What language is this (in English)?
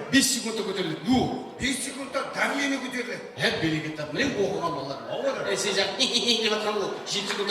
Kara-Kalpak